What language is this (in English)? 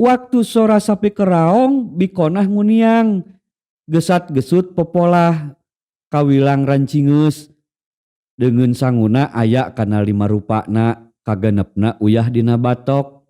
Sundanese